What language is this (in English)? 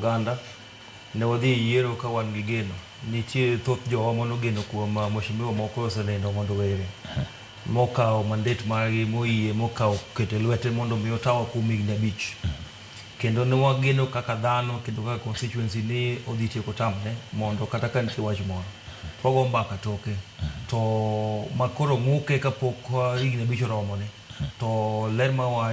Luo (Kenya and Tanzania)